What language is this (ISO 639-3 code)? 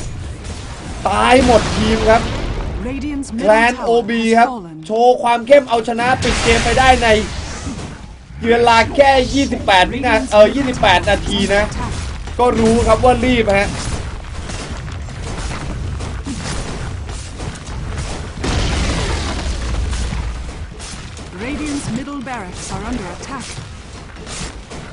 tha